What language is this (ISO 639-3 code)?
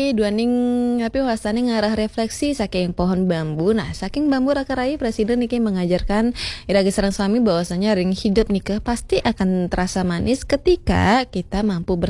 ban